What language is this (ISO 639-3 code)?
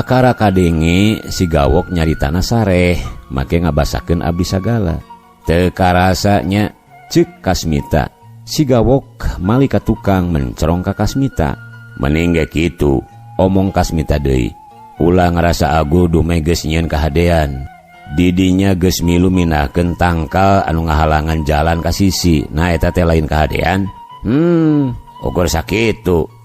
sun